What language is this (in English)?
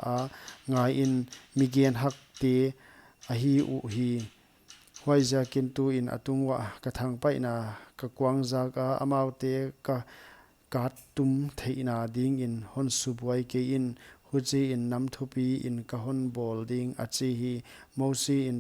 Paite Chin